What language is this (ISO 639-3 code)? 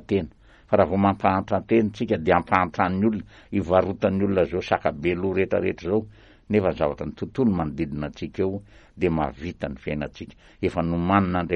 mlg